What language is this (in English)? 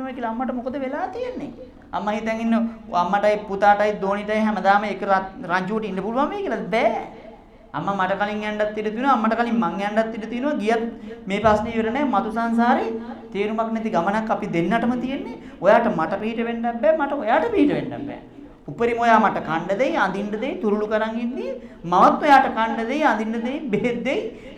Sinhala